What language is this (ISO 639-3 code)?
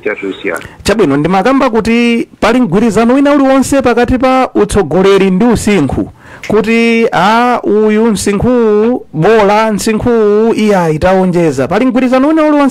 nya